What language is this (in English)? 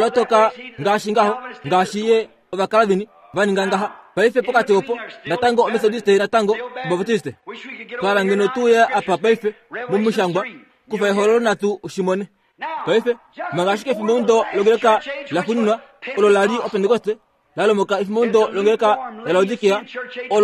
Kuanyama